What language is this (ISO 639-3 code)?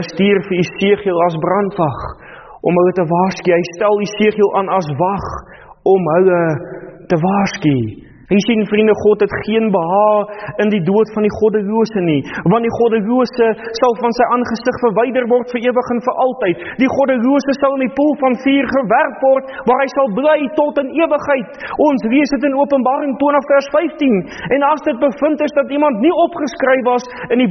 afr